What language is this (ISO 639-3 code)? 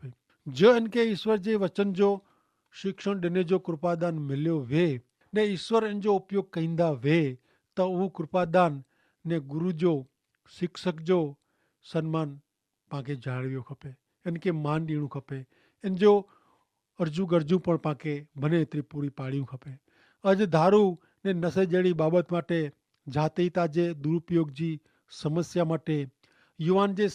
kfr